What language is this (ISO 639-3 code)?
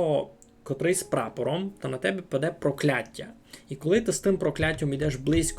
rue